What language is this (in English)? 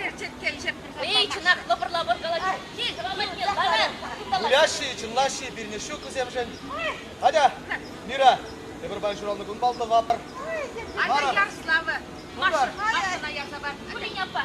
Chuvash